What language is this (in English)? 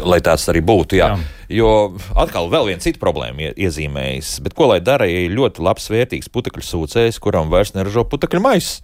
Latvian